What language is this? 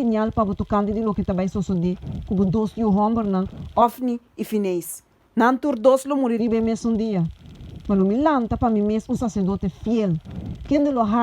Papiamento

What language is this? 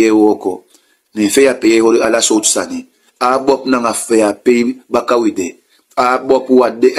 Sranan Tongo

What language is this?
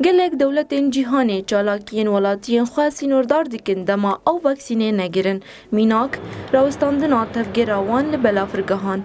Kurdish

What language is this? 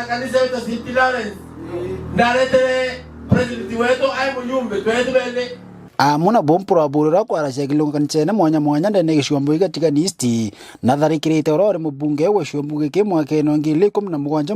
Meru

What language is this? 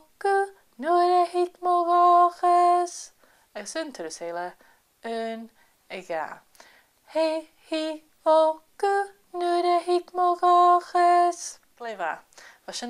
Scottish Gaelic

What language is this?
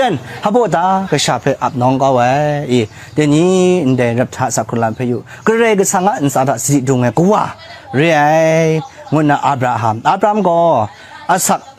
Kachin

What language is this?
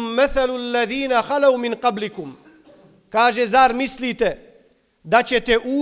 Bosnian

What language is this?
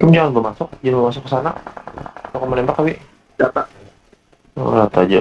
Banjar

